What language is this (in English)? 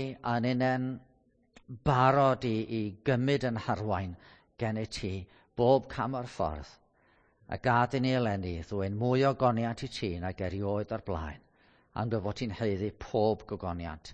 Welsh